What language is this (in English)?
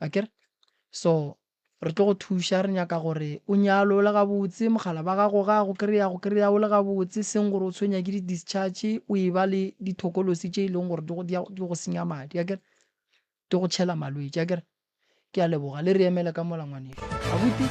Northern Sotho